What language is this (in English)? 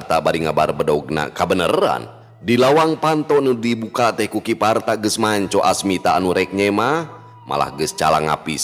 Sundanese